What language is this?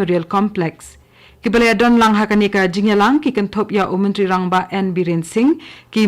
Khasi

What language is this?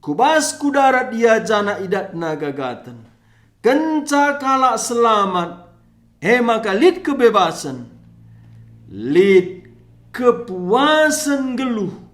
Batak Karo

